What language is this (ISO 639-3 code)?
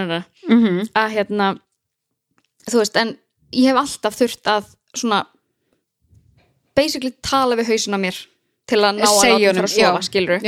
isl